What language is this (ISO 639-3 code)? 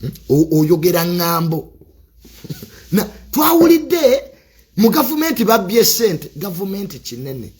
lug